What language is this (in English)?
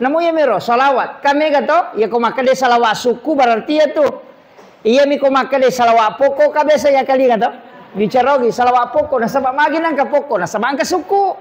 Buginese